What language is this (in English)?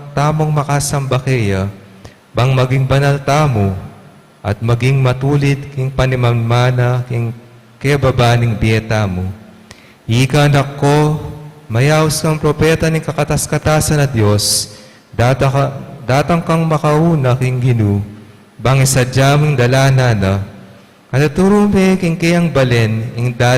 Pampanga